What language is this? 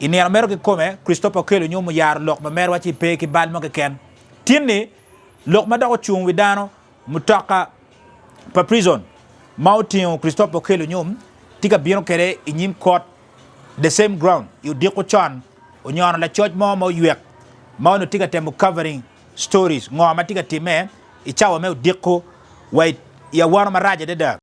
Acoli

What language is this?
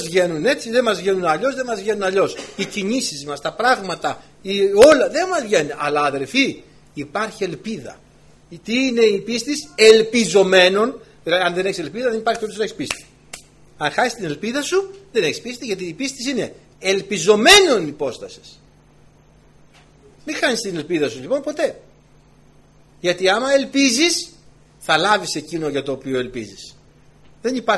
Greek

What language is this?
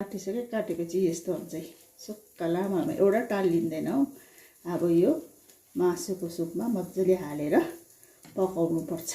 Nepali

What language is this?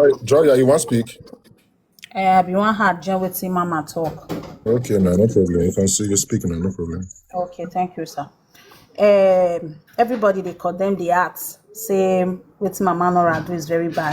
Nigerian Pidgin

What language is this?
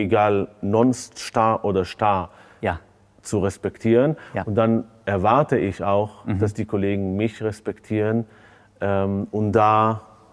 German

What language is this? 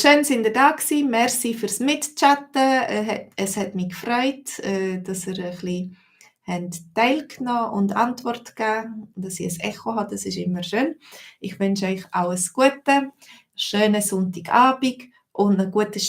Swiss German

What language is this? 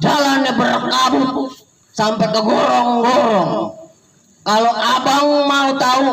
Betawi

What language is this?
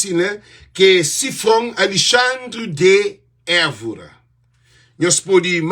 Kabuverdianu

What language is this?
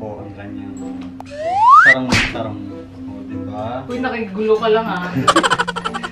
Filipino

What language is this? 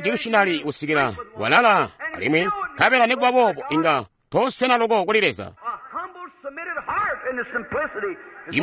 Tonga (Zambia)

